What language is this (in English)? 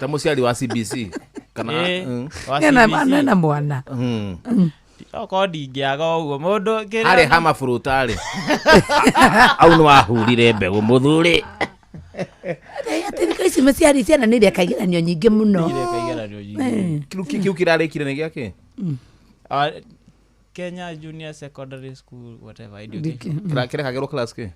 Kikuyu